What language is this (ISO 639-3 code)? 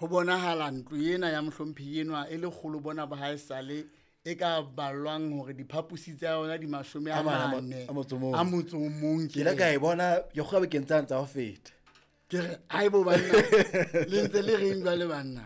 sot